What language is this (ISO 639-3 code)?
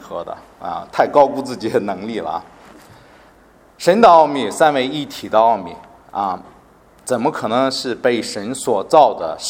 zho